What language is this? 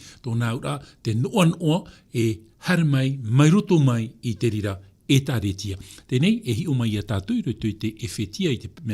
Tahitian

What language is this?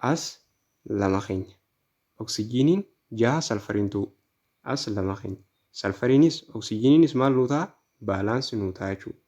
Oromo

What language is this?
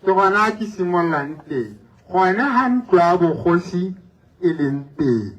Tswana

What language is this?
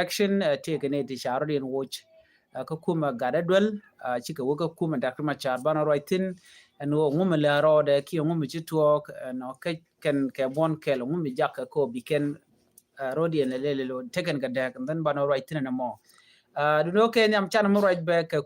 Nuer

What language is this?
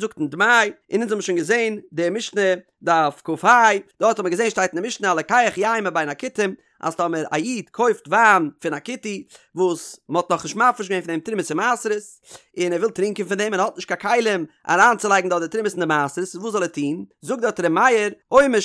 Yiddish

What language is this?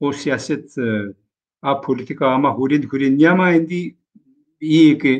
Zaza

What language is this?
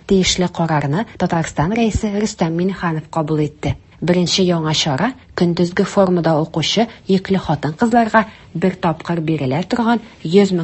Tatar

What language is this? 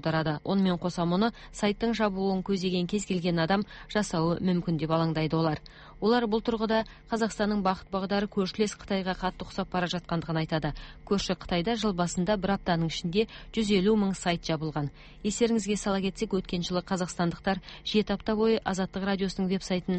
Kazakh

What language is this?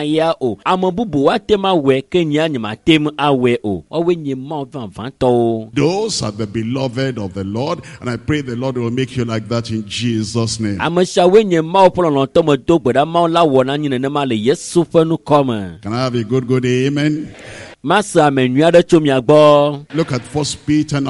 Ewe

